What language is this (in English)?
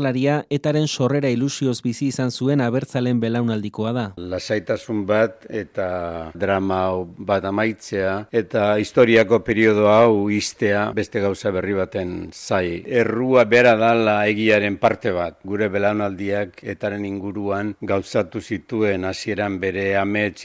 Basque